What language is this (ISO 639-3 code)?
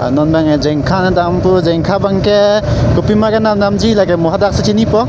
mjw